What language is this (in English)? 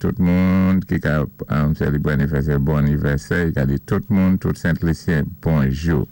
Saint Lucian Creole French